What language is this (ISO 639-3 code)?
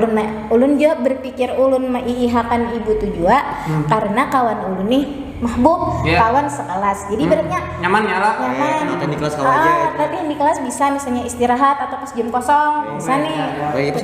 bjn